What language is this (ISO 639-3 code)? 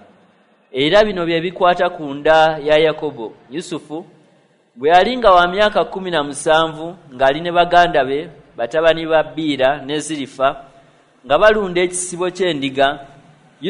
lug